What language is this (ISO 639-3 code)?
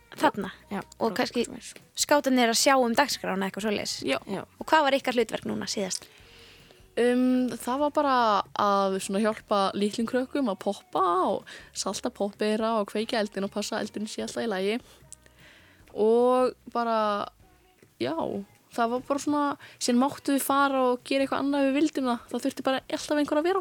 isl